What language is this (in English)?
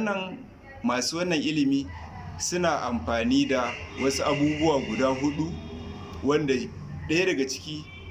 Hausa